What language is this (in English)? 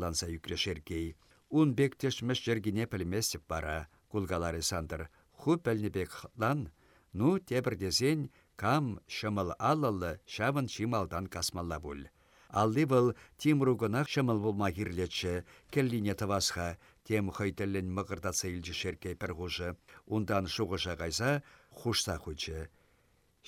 Chuvash